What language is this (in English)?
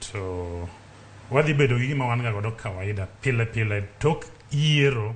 Luo (Kenya and Tanzania)